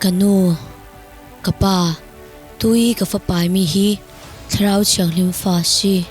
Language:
Falam Chin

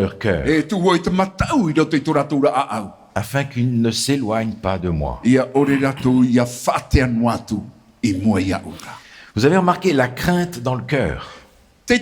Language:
Tahitian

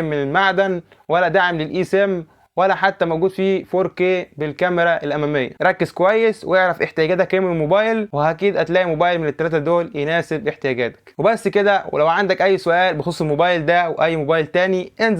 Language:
Egyptian Arabic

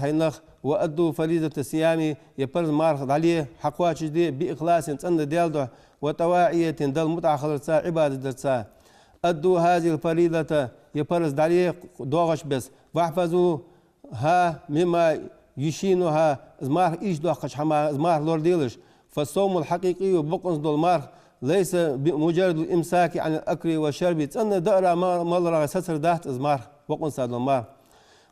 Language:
Ingush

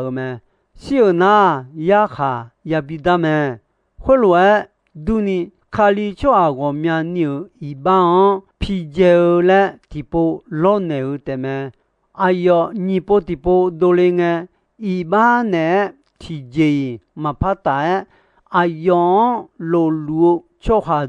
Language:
Akha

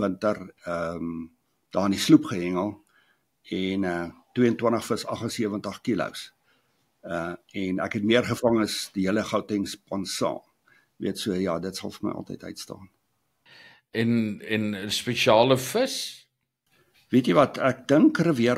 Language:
Afrikaans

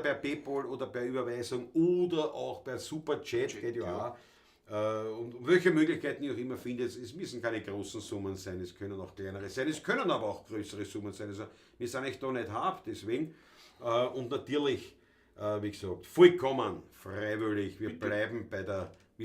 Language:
Bavarian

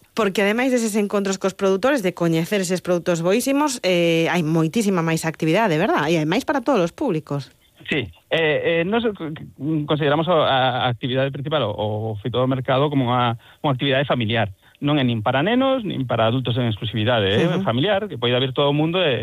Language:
Galician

